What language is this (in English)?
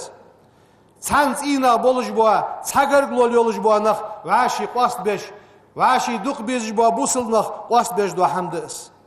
Ingush